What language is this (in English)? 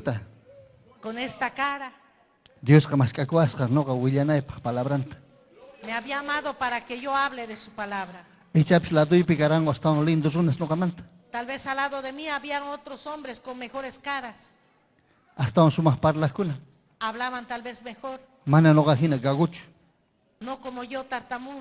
Ayacucho Quechua